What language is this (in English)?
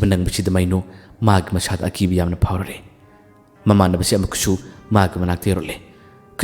Manipuri